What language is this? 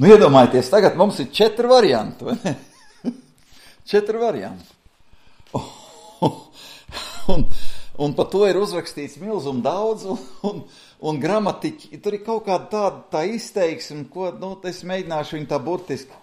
Latvian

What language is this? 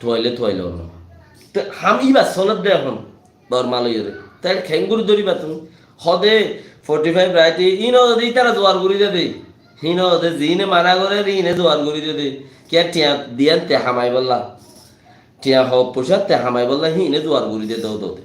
Rohingya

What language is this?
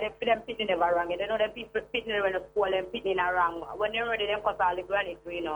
Jamaican Creole English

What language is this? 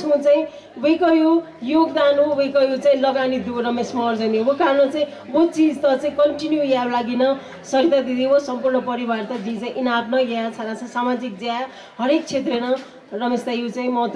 Newari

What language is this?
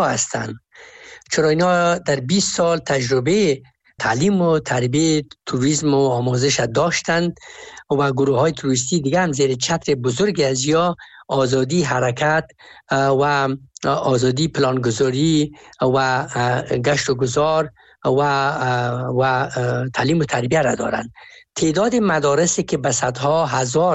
Persian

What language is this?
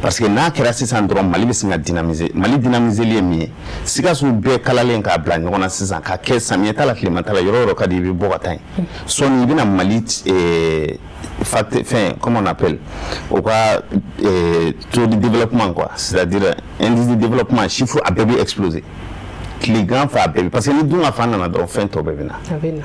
Bambara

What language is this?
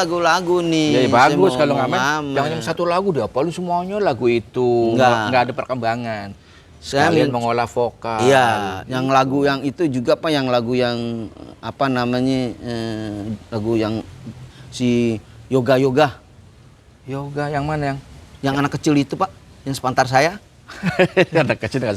Betawi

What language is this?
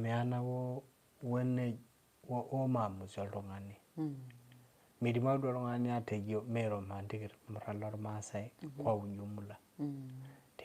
Masai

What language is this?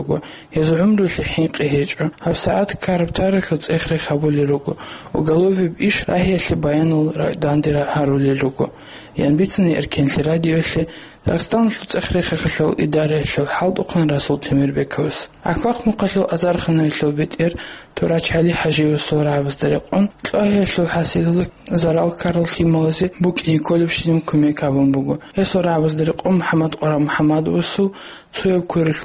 Avaric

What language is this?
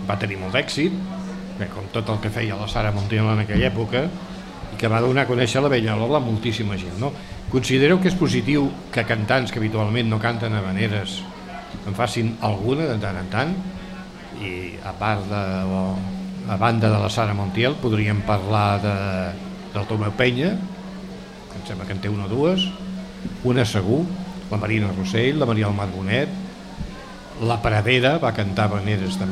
Catalan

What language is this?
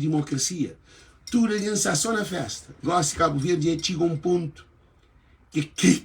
Kabuverdianu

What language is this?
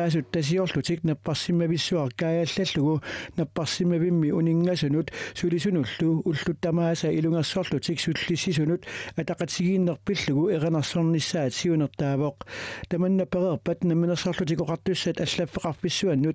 Kalaallisut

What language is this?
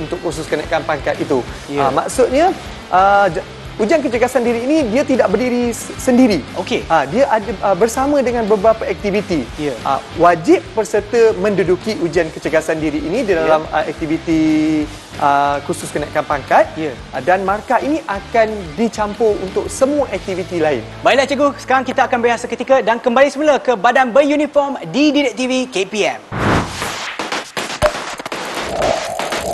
Malay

